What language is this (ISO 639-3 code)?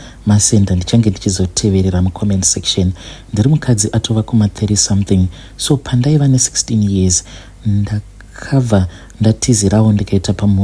sna